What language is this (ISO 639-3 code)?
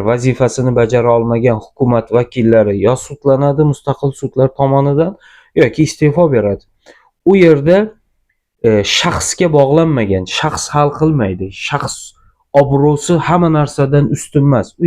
uzb